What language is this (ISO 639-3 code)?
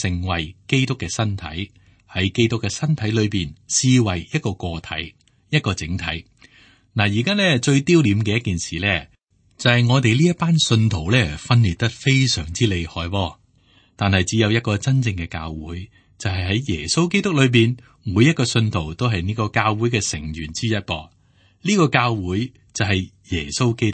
yue